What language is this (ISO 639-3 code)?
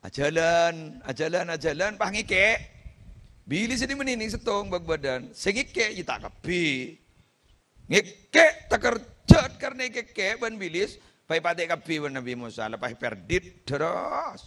mad